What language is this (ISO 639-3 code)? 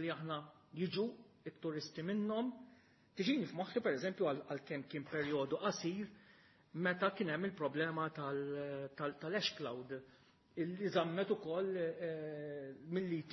mlt